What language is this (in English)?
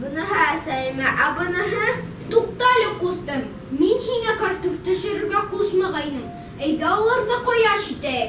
Bashkir